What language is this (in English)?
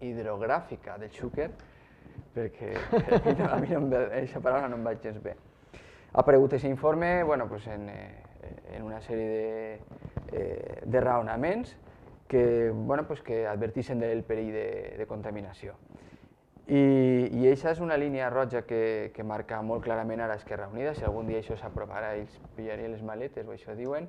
Catalan